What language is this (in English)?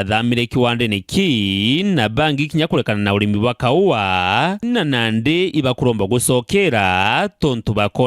Meru